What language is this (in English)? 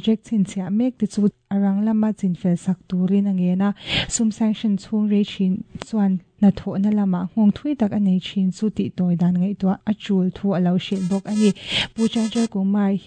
Mizo